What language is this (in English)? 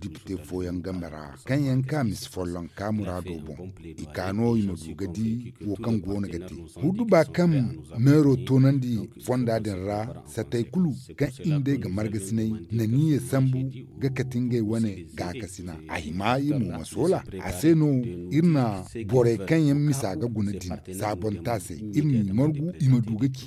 Zarma